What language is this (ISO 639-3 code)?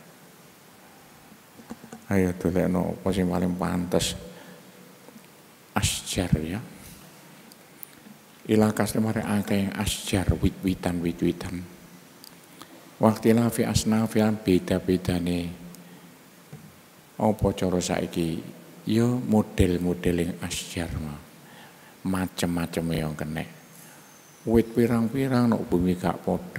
jav